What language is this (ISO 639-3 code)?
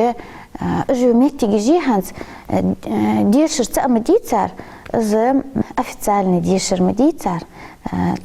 inh